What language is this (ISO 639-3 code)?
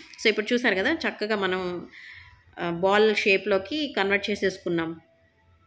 tel